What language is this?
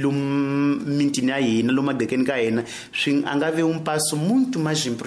Tsonga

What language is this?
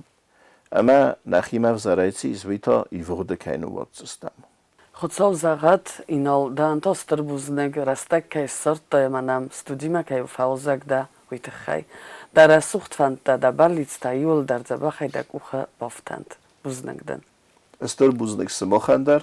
Ossetic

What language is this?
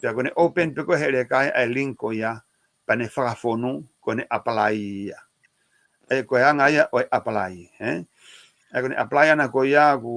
Tongan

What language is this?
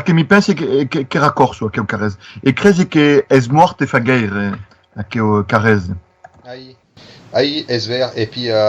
Occitan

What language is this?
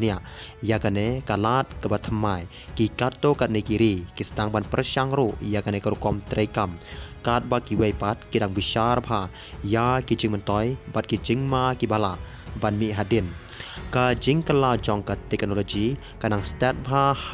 Khasi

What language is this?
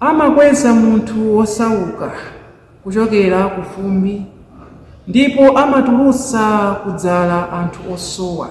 Nyanja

